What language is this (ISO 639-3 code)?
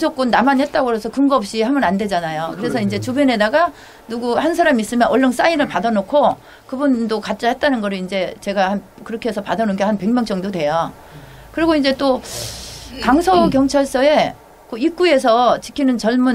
kor